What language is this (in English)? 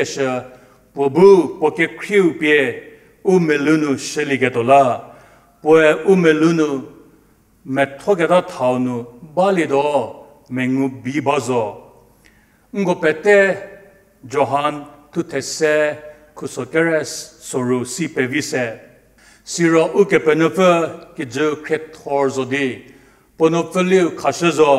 Angami Naga